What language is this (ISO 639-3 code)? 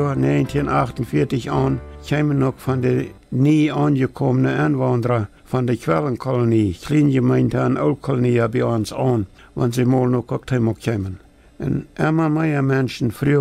pdt